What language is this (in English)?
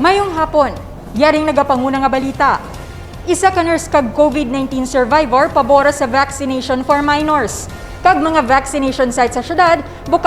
Hiligaynon